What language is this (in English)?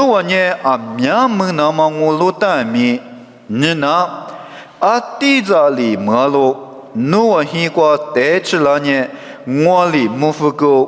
Lisu